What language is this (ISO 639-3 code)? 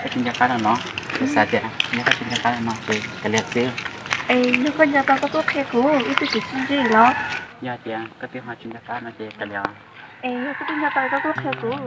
hmn